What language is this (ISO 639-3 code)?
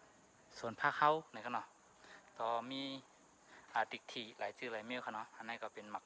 shn